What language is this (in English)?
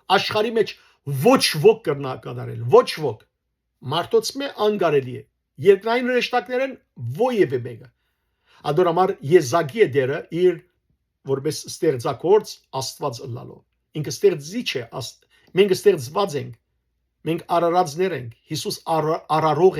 Western Armenian